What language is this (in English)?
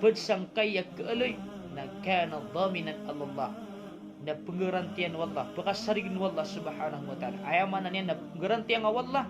Maranao